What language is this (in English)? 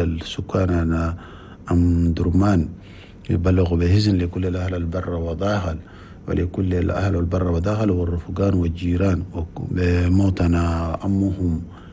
Chadian Arabic